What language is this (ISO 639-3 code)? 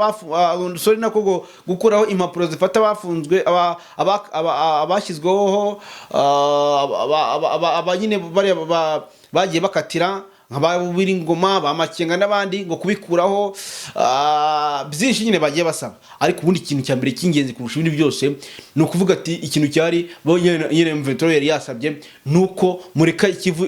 kin